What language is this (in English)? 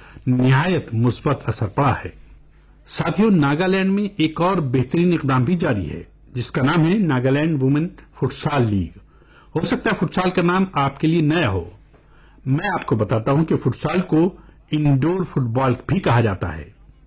Urdu